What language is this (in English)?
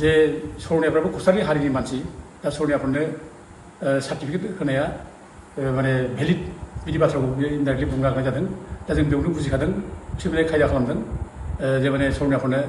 Bodo